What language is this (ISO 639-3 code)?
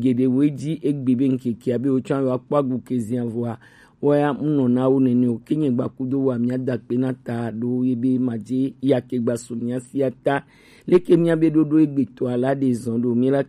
gej